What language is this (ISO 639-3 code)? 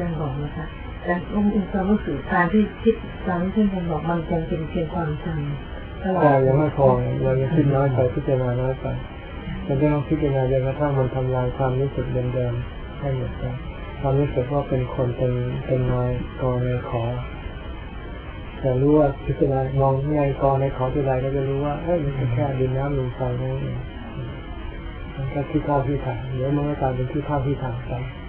tha